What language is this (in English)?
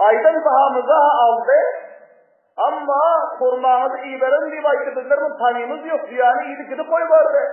Turkmen